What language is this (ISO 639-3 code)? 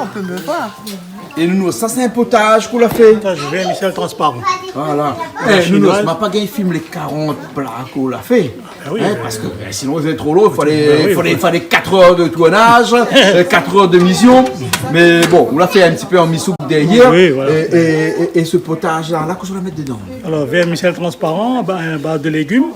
rcf